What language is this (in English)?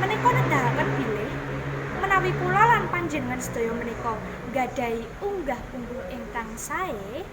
Javanese